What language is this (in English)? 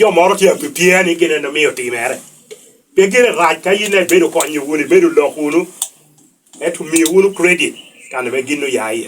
Lango (Uganda)